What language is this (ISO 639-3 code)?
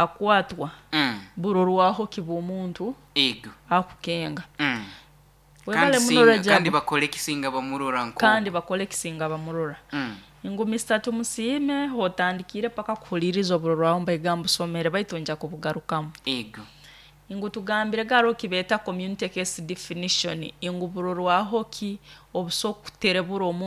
nyo